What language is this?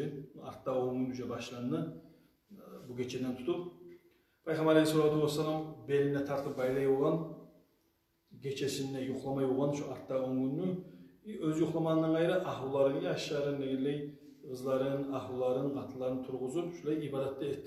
Kumyk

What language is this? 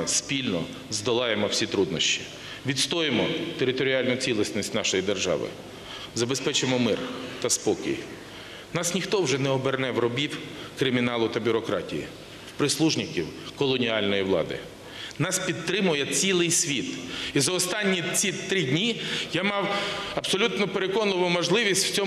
Ukrainian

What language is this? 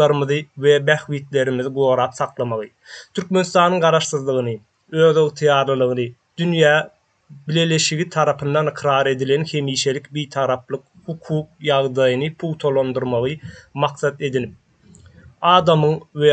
Turkmen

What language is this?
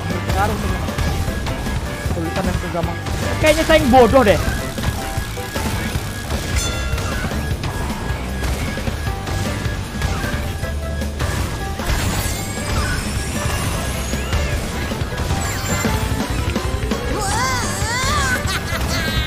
Indonesian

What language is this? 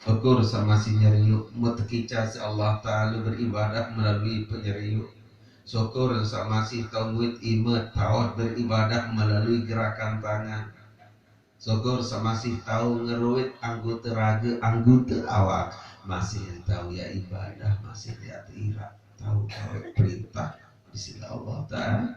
Sasak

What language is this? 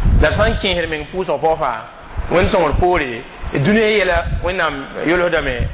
Mossi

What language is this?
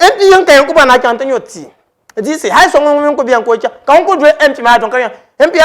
Dagbani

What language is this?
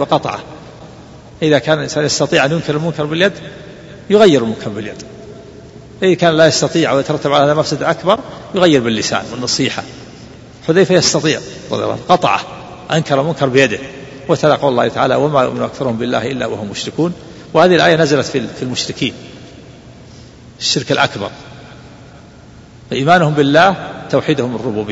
Arabic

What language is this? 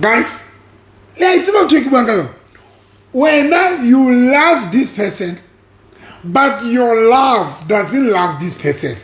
Southern Sotho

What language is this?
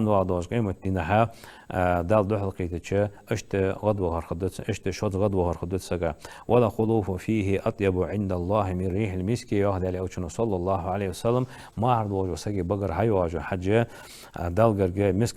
Ingush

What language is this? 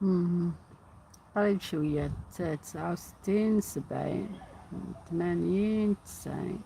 Algerian Arabic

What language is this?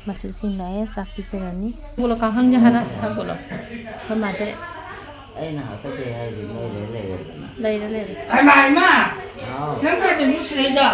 Manipuri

